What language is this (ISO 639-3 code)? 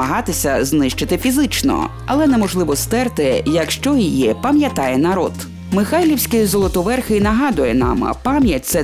ukr